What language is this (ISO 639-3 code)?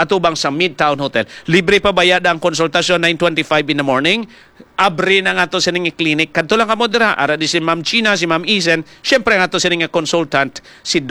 hil